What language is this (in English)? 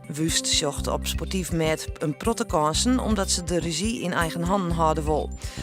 Western Frisian